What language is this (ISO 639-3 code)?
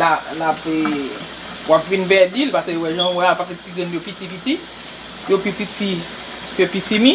hat